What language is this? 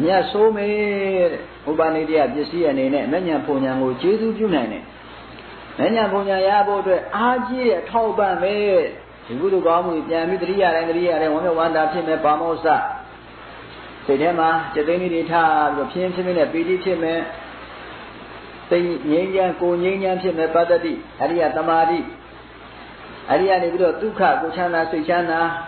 Burmese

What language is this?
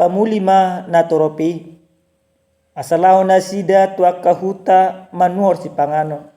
Batak Toba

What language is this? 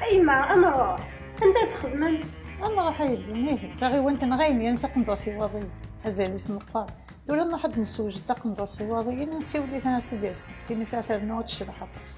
Kabyle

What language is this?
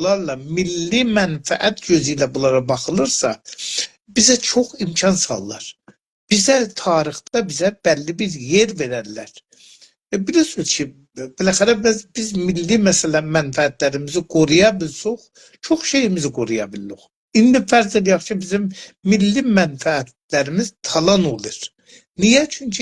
South Azerbaijani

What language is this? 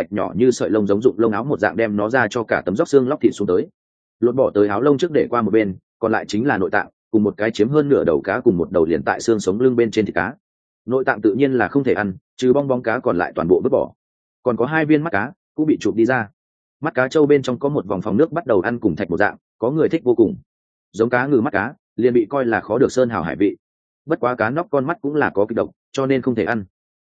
Vietnamese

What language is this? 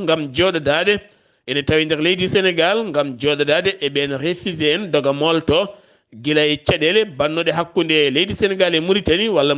Fula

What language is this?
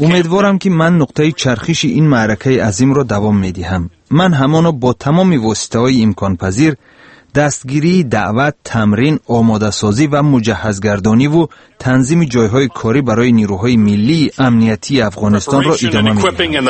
Tajik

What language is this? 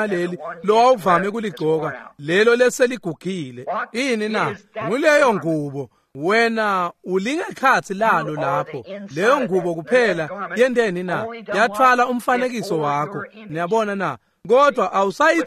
Swati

